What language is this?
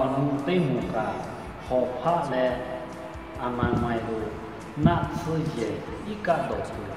Lahu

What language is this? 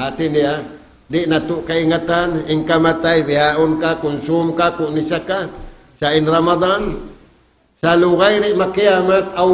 Tausug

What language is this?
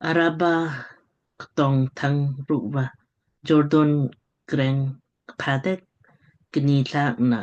Lamkang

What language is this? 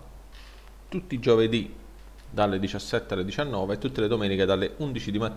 Italian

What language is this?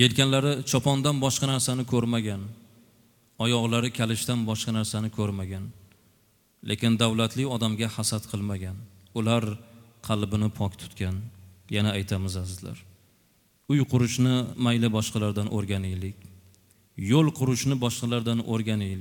Uzbek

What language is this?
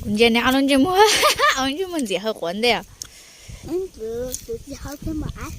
Hmong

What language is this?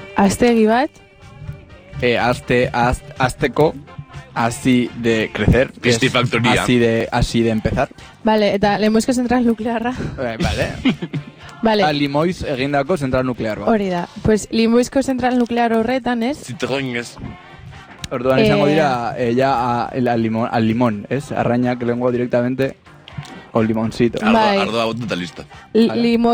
Basque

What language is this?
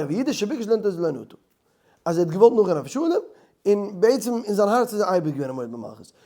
Yiddish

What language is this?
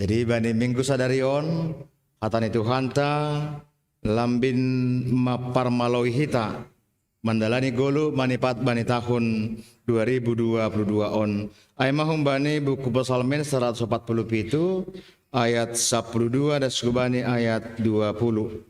Batak Simalungun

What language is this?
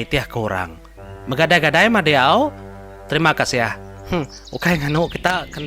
Iban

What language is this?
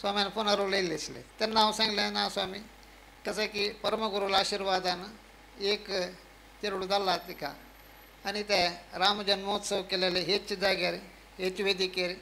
Konkani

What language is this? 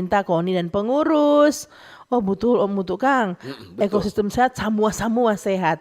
Manado Malay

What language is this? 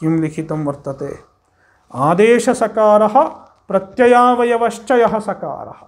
Sanskrit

